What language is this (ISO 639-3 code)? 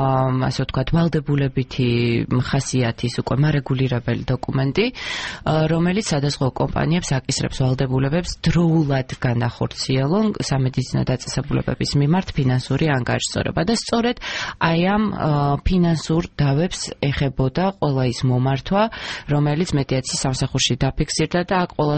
kat